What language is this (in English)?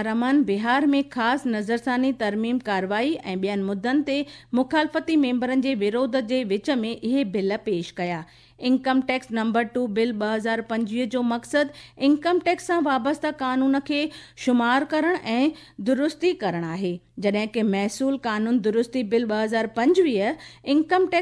Sindhi